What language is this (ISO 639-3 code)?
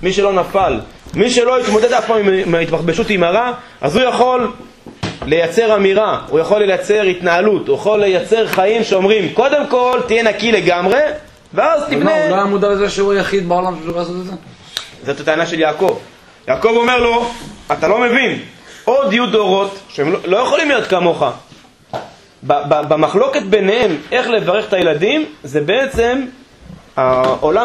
heb